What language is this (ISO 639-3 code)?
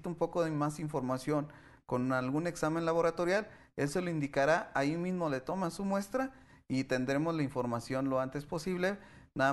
spa